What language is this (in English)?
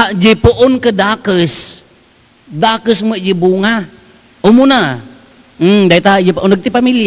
Iloko